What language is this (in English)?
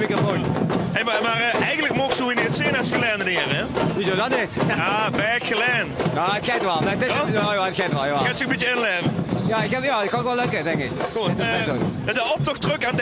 Limburgish